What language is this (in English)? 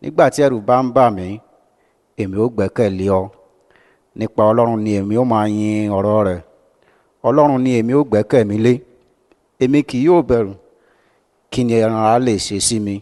Yoruba